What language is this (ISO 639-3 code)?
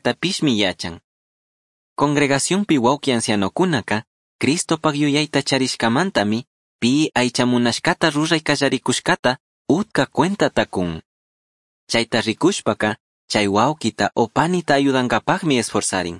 qug